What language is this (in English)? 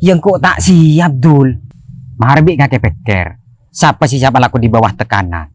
Madurese